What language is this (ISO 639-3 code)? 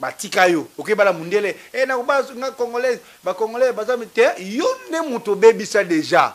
lin